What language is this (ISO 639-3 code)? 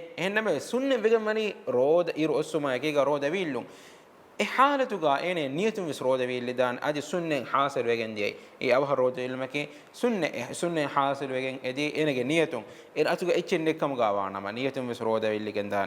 div